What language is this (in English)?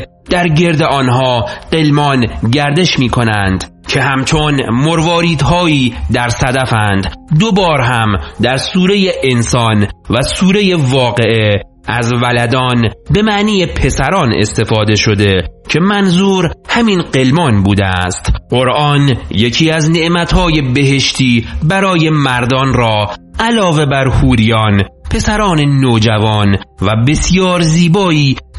Persian